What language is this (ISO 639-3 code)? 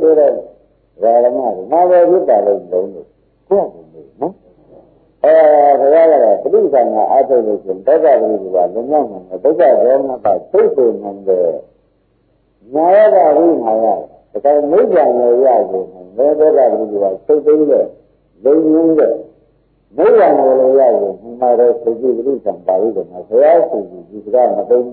mya